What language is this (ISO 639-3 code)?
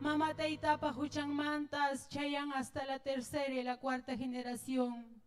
quy